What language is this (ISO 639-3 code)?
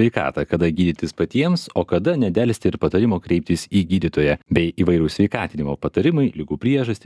lit